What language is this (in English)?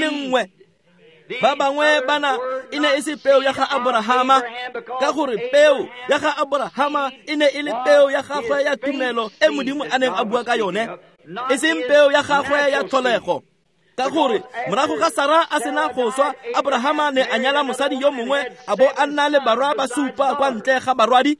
Tswana